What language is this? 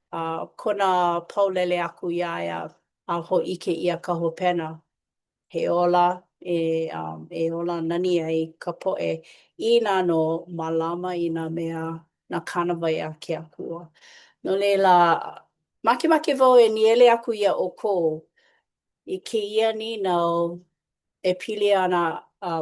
Hawaiian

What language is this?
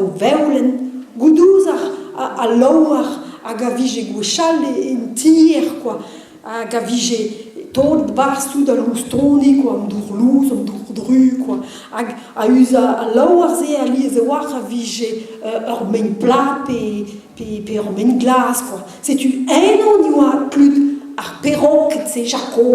Breton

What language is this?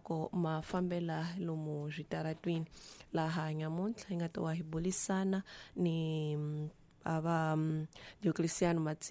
Tsonga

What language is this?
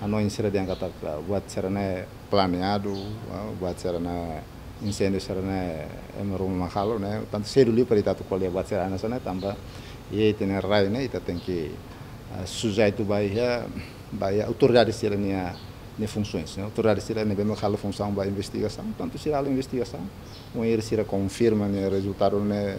Tetum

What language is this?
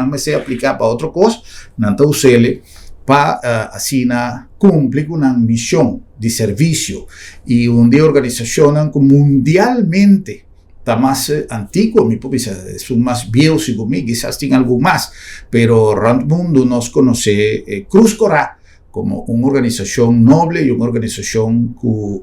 Papiamento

